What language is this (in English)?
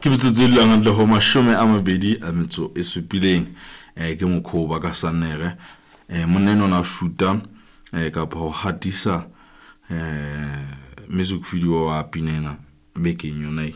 Southern Sotho